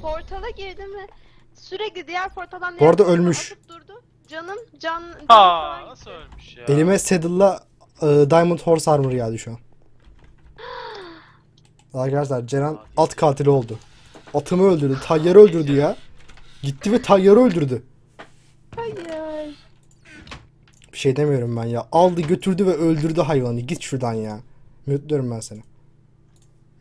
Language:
Turkish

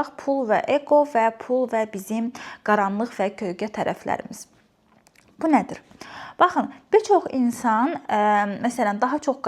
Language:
Azerbaijani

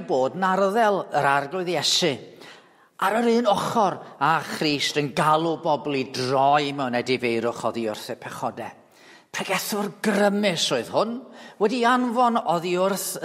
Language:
Welsh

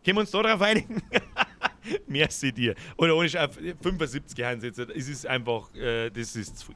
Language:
Bavarian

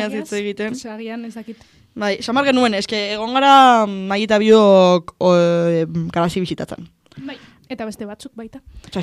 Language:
Basque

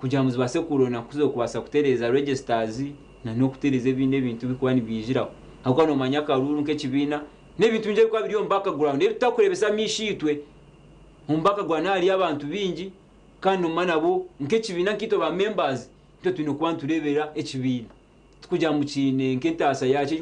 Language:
Nyankole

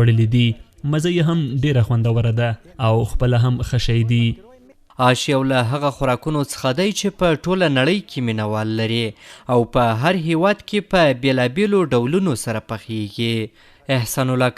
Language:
Pashto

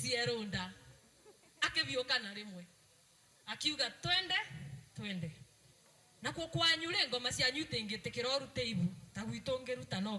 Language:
Kikuyu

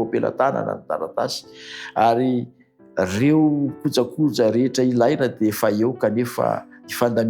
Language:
Malagasy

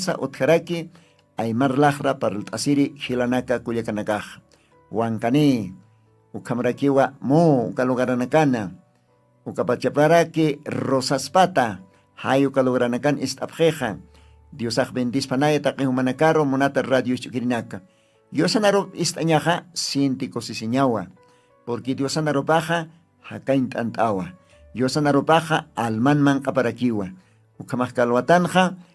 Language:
Aymara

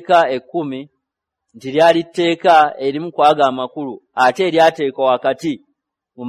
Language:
Ganda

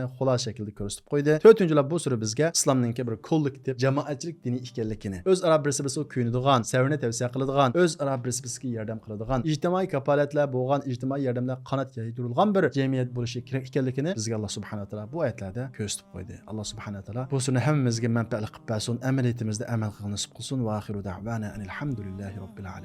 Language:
Uyghur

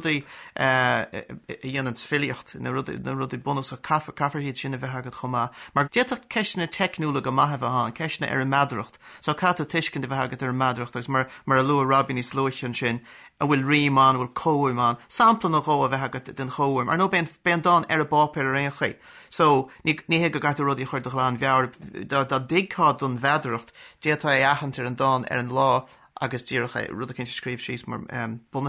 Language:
Irish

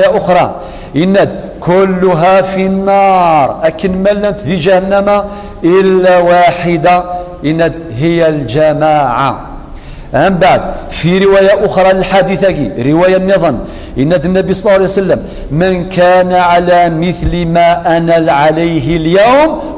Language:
Kabyle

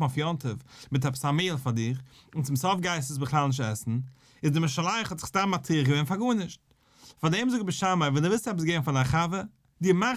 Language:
Yiddish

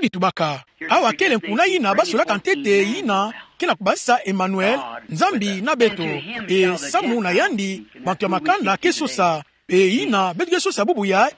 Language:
Kituba (Democratic Republic of Congo)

